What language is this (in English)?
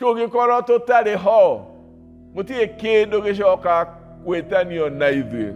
Kikuyu